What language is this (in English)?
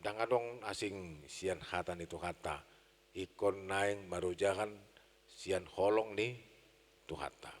Batak Toba